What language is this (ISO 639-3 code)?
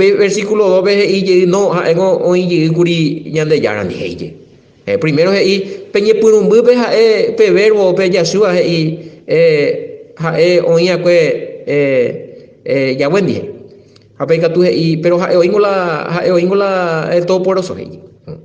grn